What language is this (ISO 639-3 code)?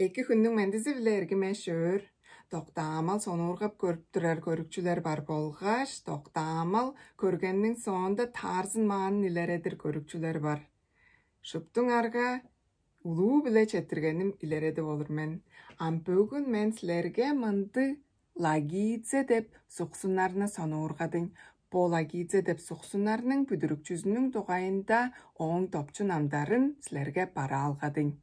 tyv